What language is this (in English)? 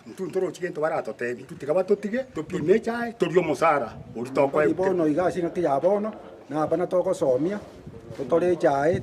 Gusii